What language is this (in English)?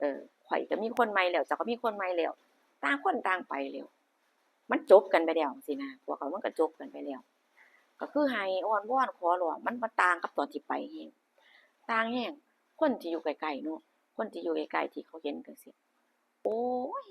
Northeastern Thai